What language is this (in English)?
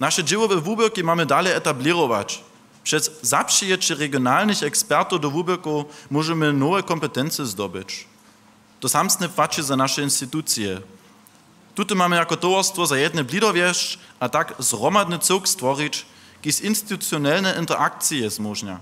Upper Sorbian